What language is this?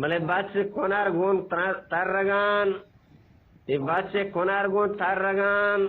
Eastern Balochi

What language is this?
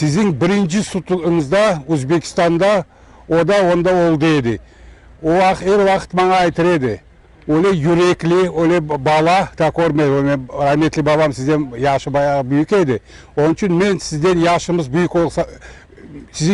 Crimean Tatar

